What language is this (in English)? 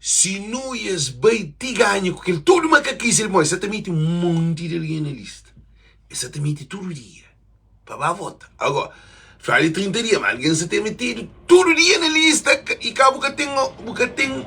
Kabuverdianu